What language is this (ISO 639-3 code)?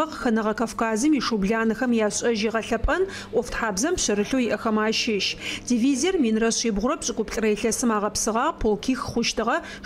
ady